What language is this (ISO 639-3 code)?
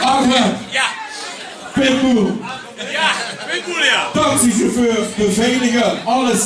lim